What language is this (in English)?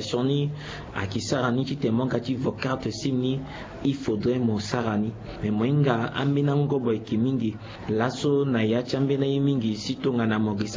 Sango